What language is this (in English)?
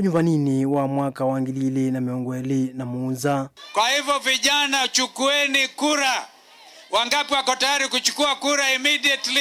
Kamba